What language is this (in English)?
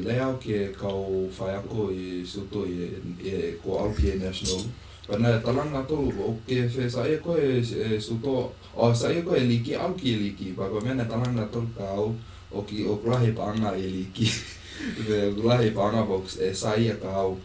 Tongan